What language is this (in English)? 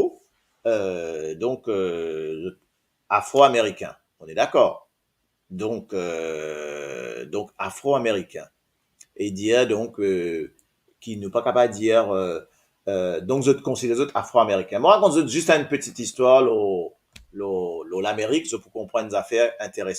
Morisyen